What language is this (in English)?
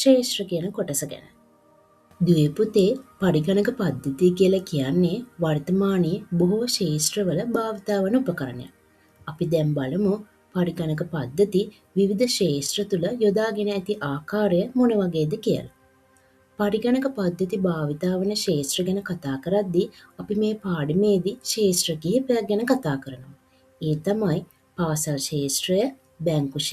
Sinhala